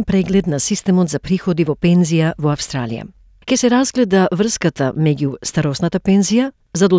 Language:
Macedonian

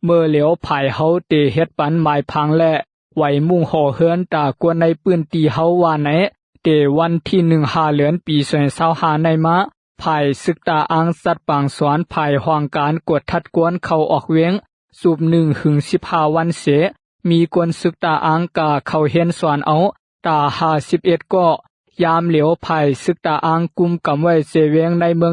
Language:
Lao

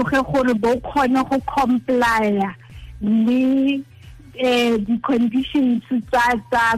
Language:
Tswana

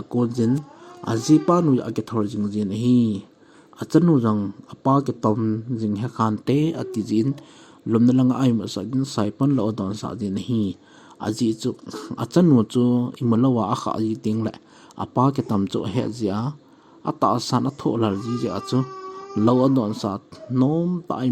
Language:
Thado Chin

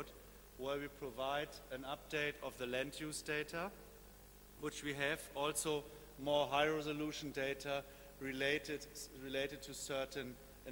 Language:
English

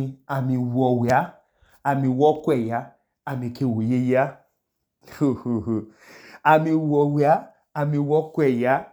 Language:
Idoma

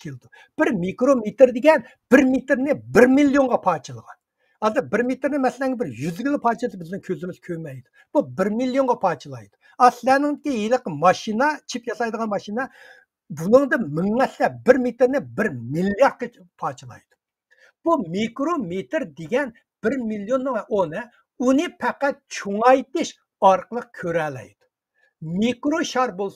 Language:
Uyghur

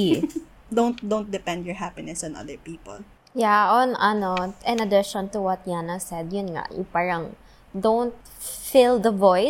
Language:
Filipino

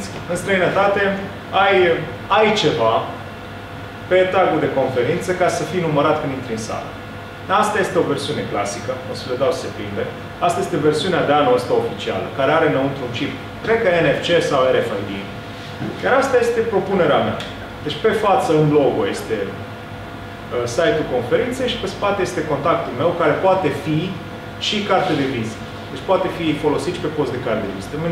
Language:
Romanian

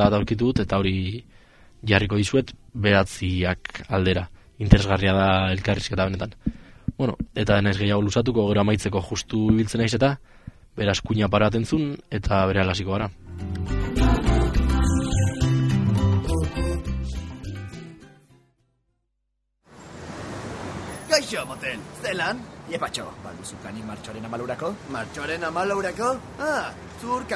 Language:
Basque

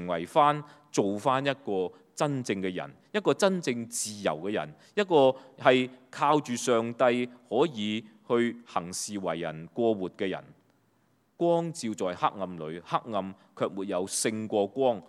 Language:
Cantonese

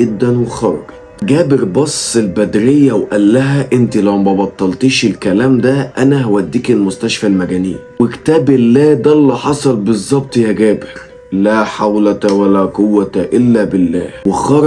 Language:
Egyptian Arabic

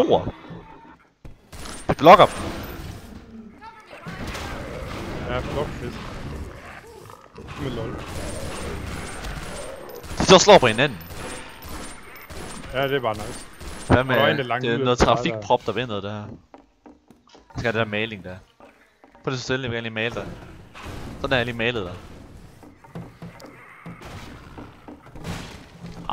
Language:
Danish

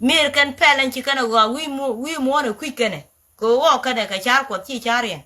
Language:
Nuer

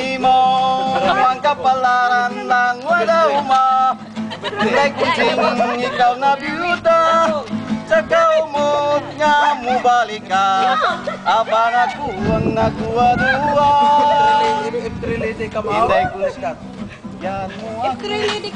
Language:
Cebuano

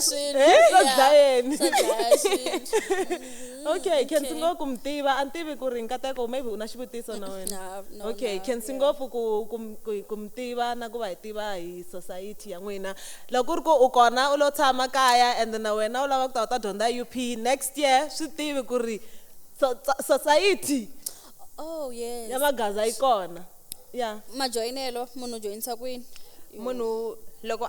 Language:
Tsonga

